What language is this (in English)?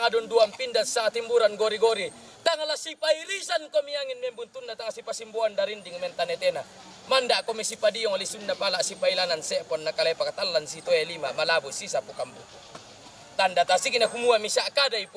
Toraja-Sa'dan